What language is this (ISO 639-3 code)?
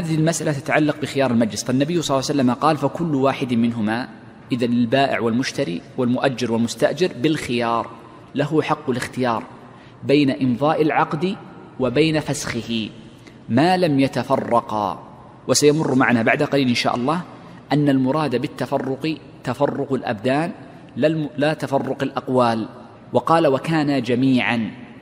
ara